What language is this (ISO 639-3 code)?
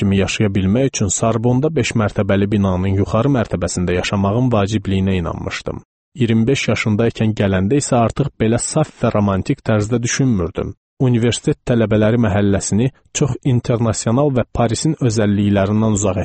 aze